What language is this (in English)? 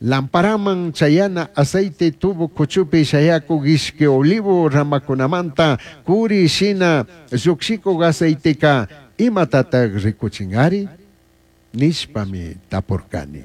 Chimborazo Highland Quichua